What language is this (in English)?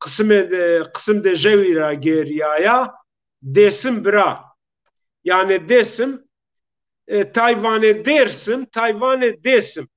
Zaza